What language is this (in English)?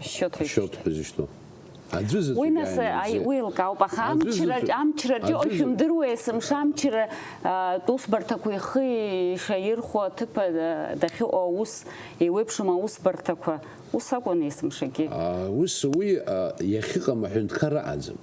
Abkhazian